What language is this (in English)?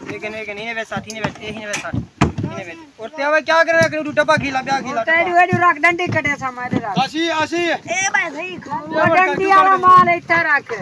Saraiki